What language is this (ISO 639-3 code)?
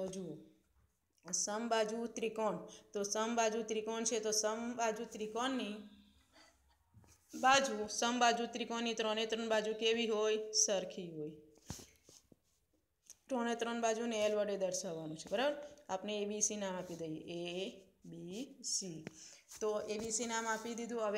guj